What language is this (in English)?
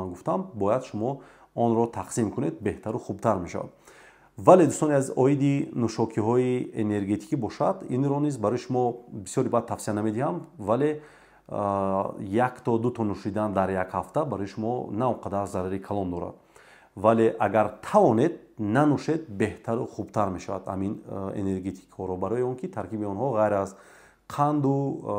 Tajik